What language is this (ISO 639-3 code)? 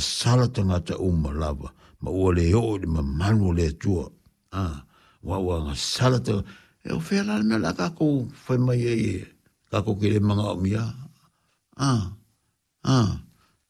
smo